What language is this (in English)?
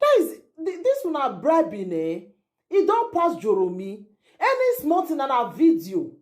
Nigerian Pidgin